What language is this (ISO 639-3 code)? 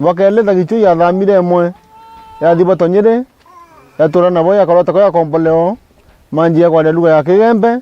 mer